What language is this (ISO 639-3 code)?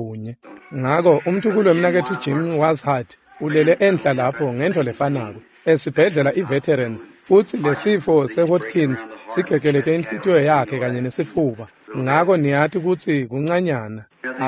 ssw